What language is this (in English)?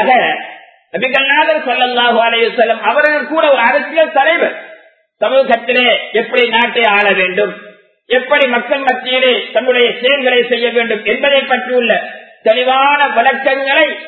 Tamil